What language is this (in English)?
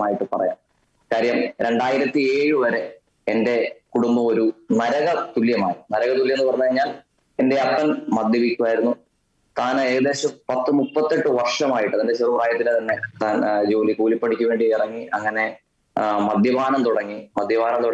Malayalam